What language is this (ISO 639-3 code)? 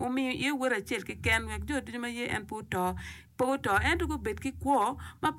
ach